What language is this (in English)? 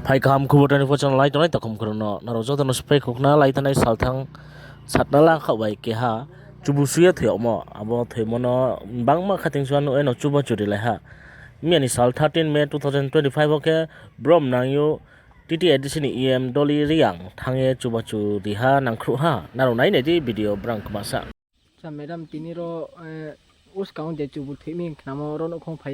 Riang (India)